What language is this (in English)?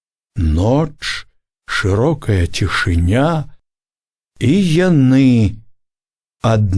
Belarusian